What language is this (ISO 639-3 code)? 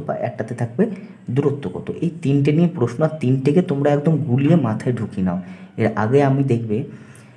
ben